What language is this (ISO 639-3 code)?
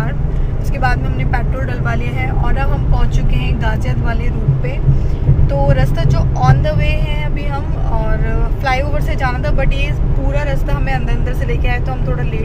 hin